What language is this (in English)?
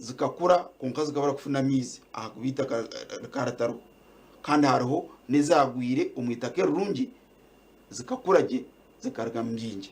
Nyankole